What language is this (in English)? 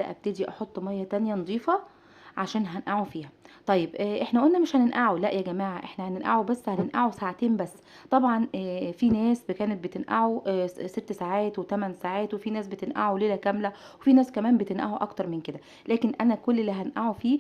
Egyptian Arabic